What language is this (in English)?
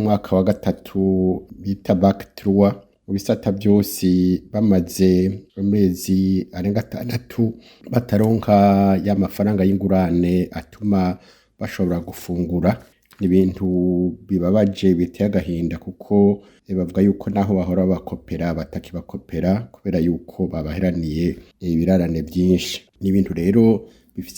Rundi